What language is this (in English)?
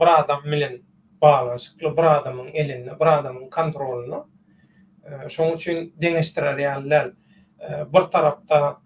Turkmen